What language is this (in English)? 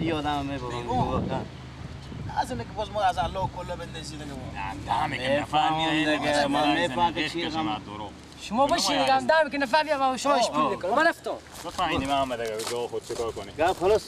Persian